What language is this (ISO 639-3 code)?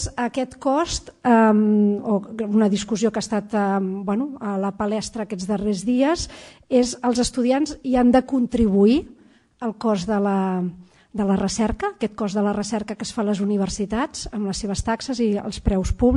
cat